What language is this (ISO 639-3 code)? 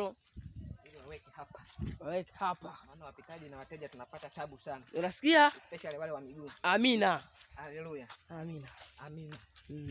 swa